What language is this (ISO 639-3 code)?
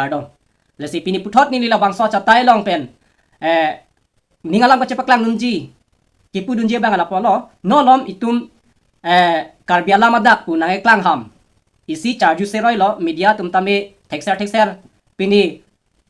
mjw